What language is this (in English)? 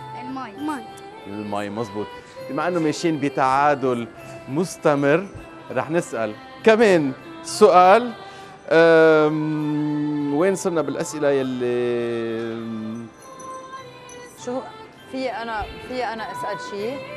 North Levantine Arabic